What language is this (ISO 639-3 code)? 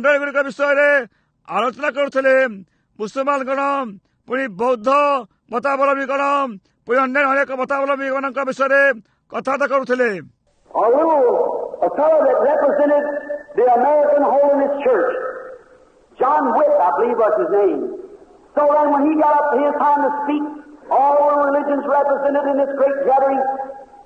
ori